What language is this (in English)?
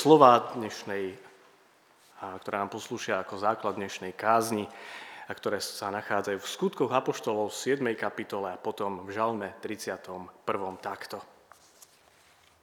Slovak